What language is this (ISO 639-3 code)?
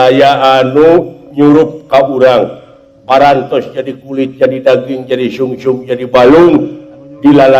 sun